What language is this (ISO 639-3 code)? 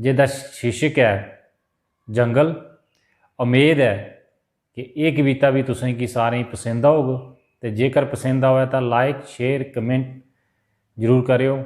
doi